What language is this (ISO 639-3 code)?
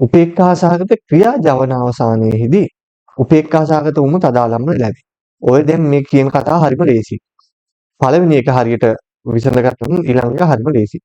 sin